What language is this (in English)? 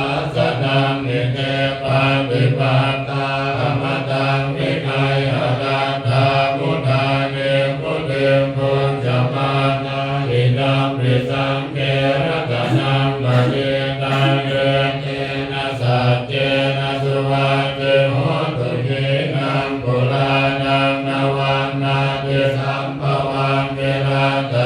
Pali